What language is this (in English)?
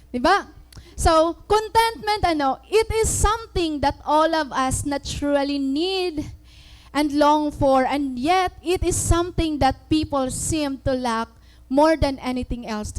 Waray